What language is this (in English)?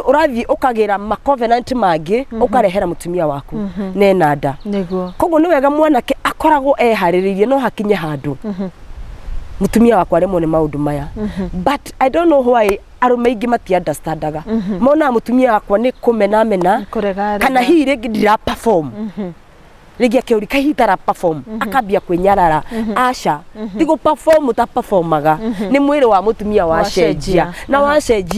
Kikuyu